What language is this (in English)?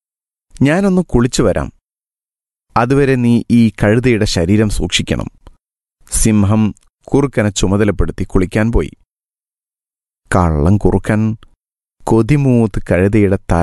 Malayalam